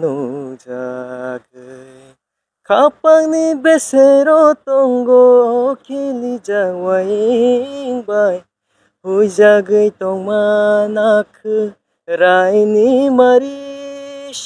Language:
Kok Borok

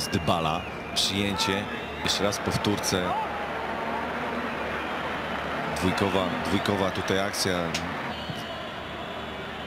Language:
Polish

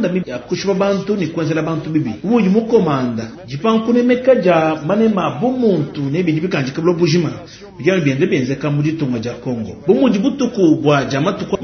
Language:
Luba-Lulua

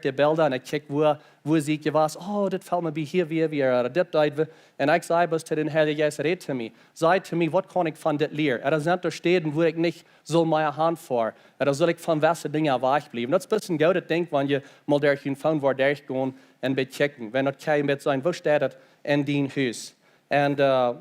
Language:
Plautdietsch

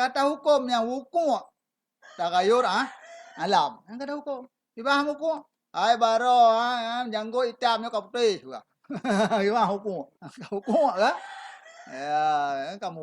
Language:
Achinese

